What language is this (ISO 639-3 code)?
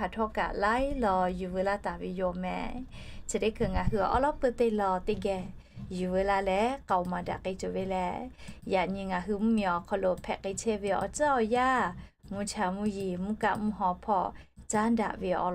lhu